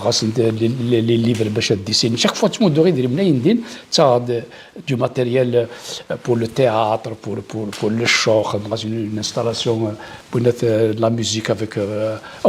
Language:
Kabyle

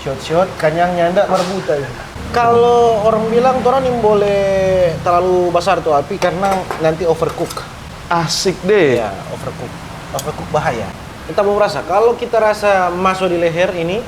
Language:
Manado Malay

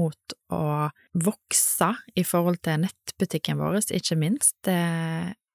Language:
Norwegian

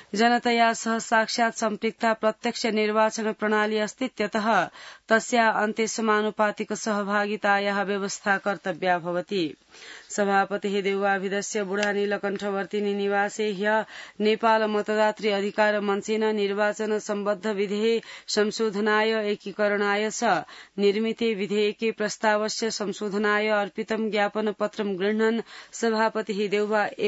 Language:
Sanskrit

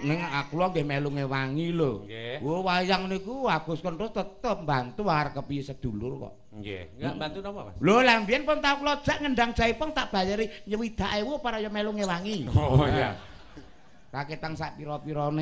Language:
Javanese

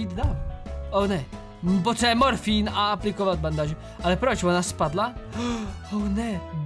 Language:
Czech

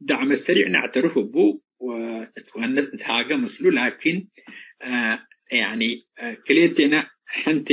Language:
Tigre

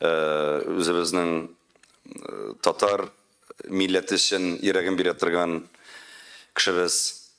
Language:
Tatar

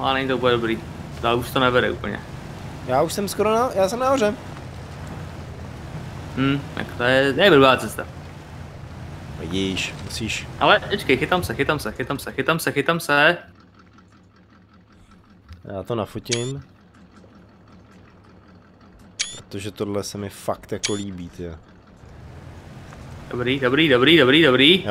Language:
Czech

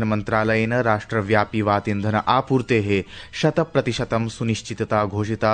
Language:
Sanskrit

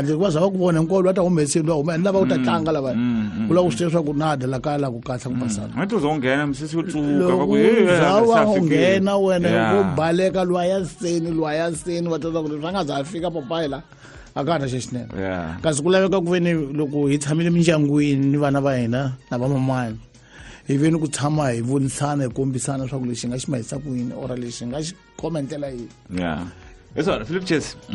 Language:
Tsonga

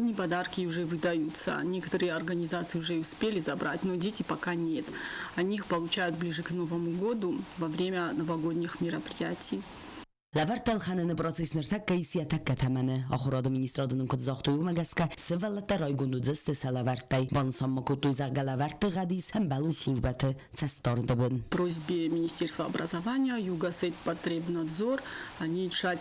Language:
Ossetic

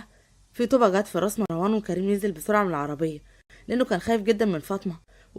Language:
Egyptian Arabic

